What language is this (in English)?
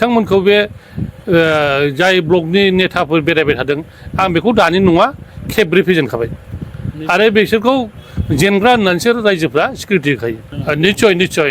Bodo